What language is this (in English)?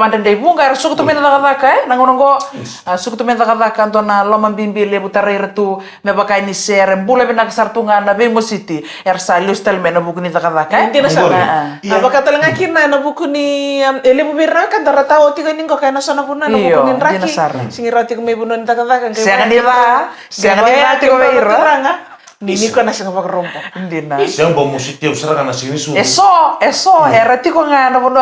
Fijian